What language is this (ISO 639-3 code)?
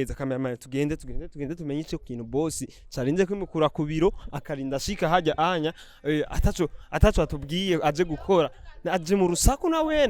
run